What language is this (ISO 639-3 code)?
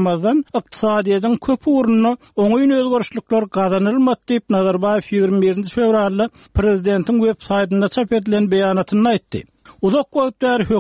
tuk